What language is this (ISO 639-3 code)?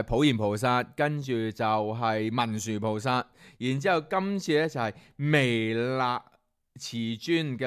yue